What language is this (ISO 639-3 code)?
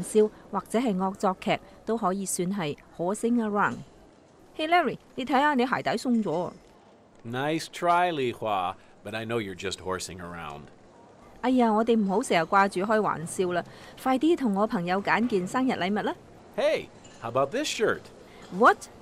yue